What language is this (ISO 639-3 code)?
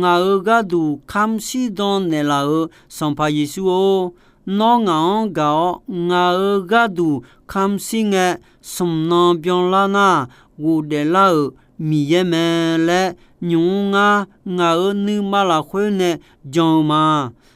ahk